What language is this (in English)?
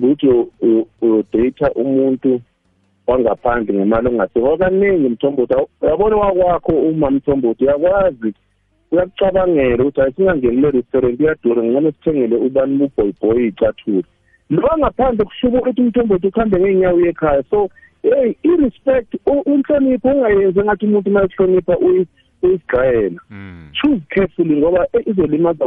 South Ndebele